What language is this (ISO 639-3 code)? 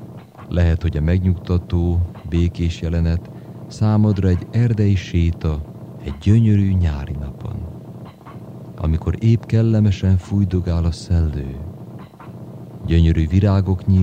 hun